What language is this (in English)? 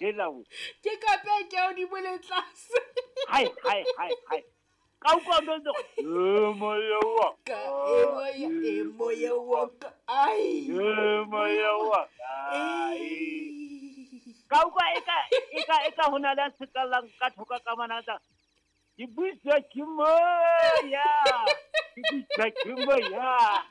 Southern Sotho